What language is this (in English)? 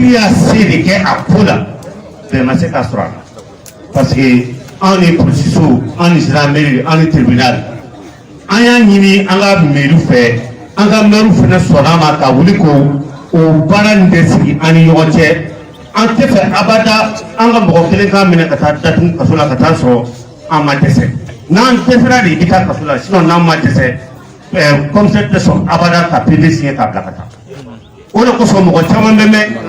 Bambara